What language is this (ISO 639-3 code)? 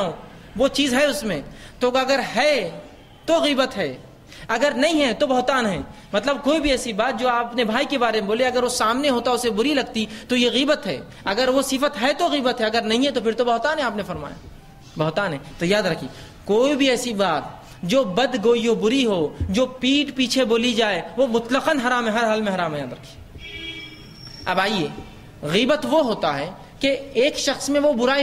urd